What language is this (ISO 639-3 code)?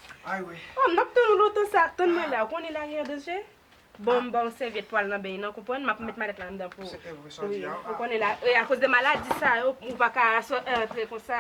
hat